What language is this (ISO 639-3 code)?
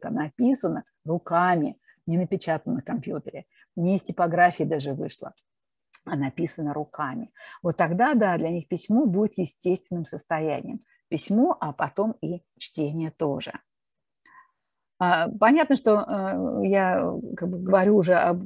rus